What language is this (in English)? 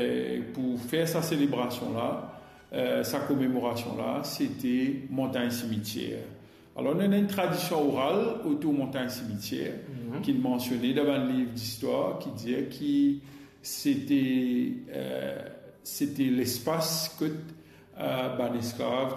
Morisyen